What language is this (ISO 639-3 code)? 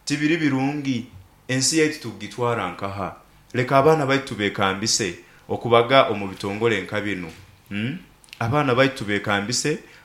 nyo